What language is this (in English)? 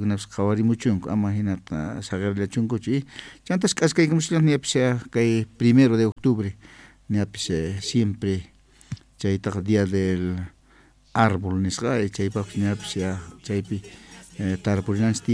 South Bolivian Quechua